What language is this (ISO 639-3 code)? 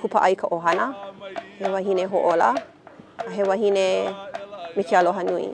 haw